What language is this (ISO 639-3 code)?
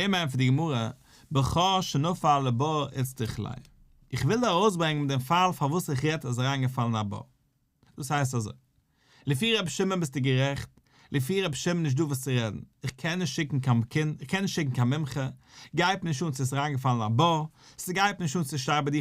yid